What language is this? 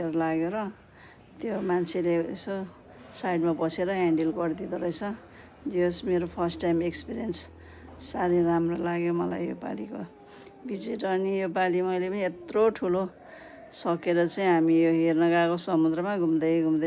Nepali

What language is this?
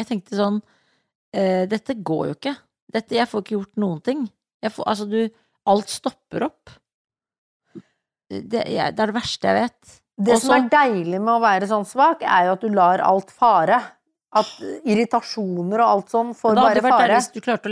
Norwegian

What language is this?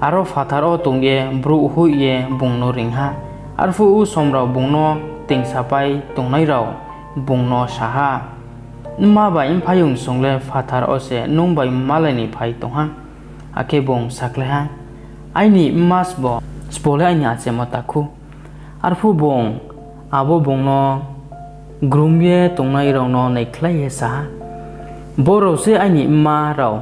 Riang (India)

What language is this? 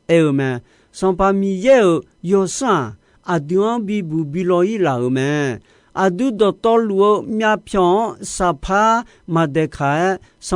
Akha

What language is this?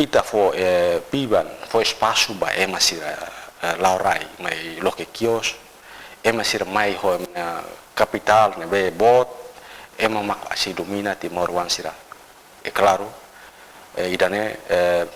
Tetum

